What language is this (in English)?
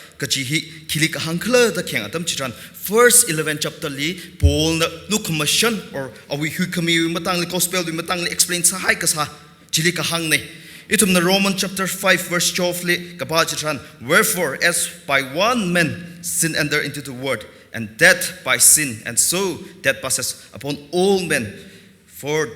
Tangkhul Naga (India)